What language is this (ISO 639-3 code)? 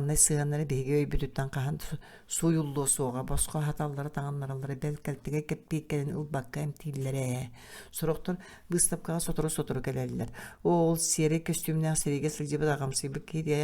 sah